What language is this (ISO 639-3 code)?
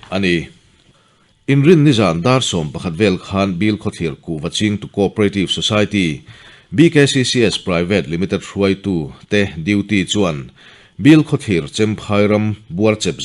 lus